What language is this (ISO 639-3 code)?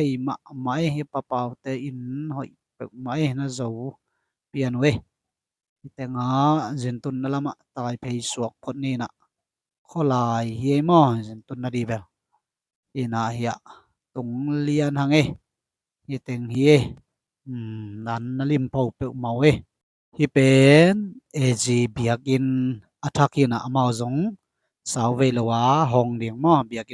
ctd